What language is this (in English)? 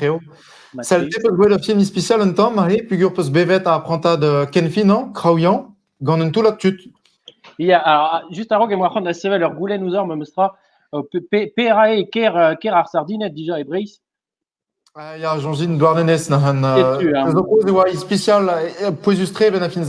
Breton